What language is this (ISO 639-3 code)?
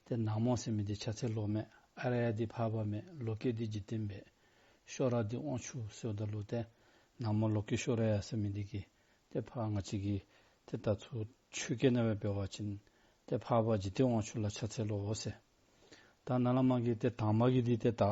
dzo